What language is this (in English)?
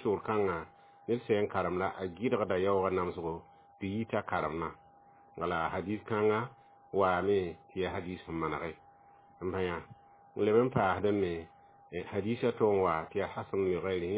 Mossi